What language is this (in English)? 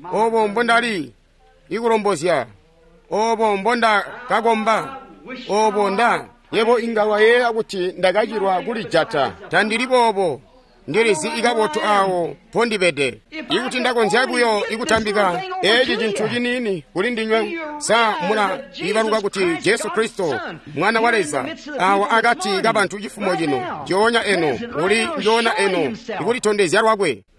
Tonga (Zambia)